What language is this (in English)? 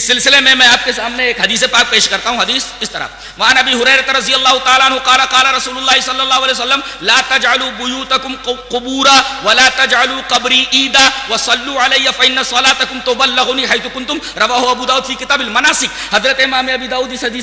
Urdu